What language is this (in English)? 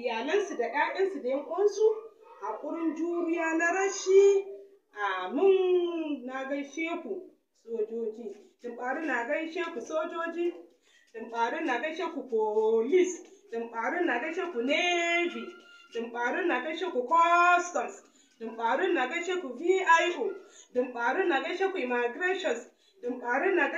Hausa